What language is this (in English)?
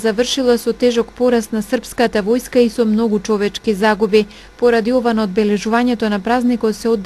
Macedonian